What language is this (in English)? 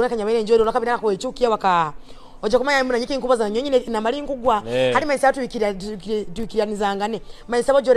Nyoro